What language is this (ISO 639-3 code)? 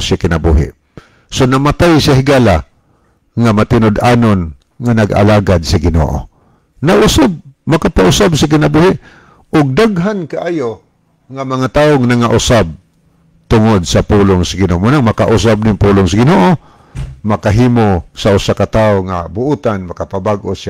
ceb